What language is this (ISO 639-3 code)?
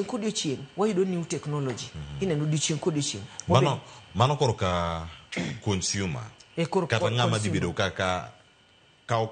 luo